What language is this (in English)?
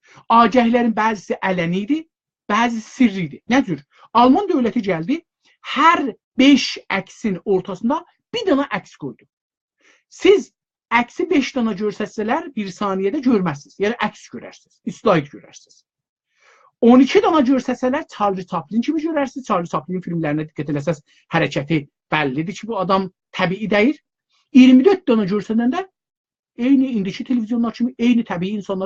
South Azerbaijani